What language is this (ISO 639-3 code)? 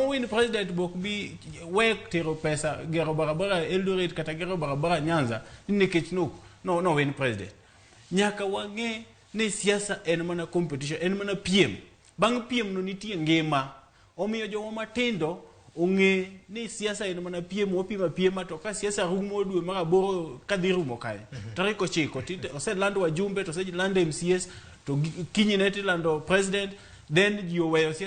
luo